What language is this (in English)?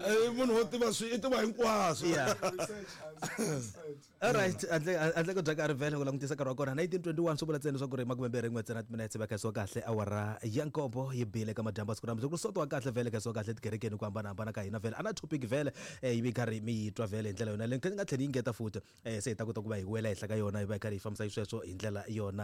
Tsonga